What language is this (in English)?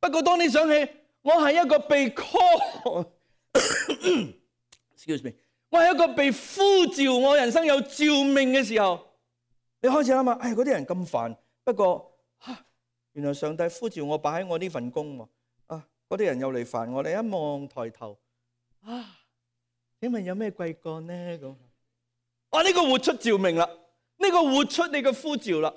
Cantonese